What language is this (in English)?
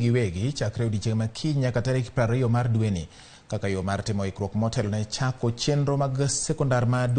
Luo (Kenya and Tanzania)